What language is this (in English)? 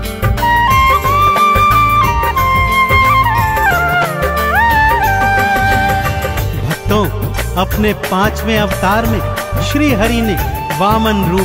Hindi